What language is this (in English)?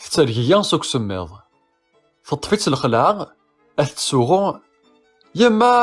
Kabyle